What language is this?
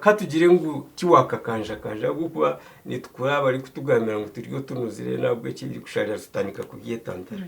Nyankole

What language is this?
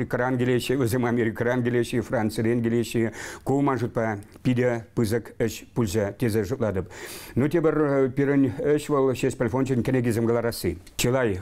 Chuvash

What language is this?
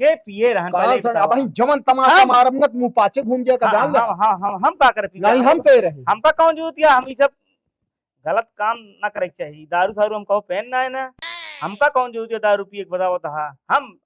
Awadhi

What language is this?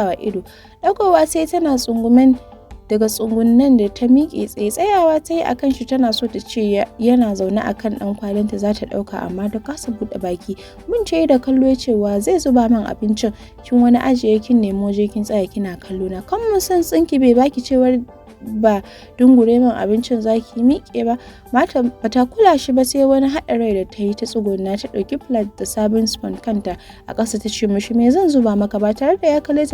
Hausa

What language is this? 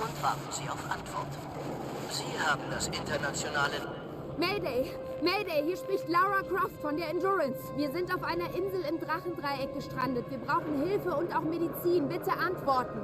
Bavarian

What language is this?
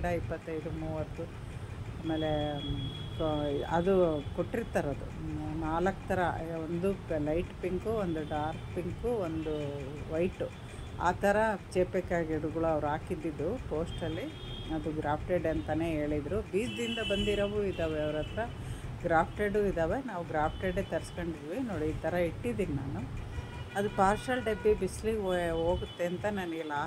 Kannada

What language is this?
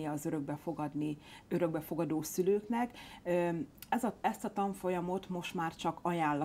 Hungarian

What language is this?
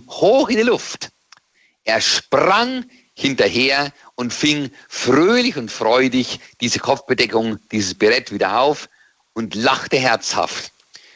German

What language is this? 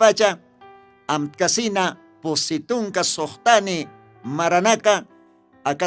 Aymara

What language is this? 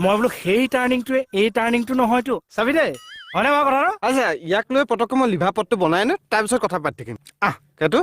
Assamese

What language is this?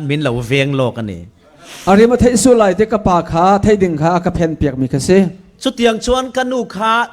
Falam Chin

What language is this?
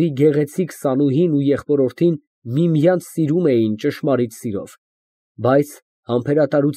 Armenian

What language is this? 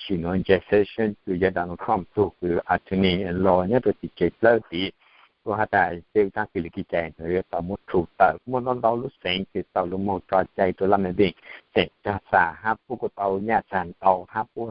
Hmong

